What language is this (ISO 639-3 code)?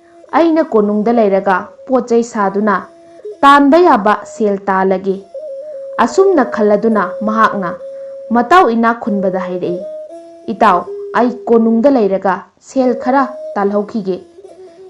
mni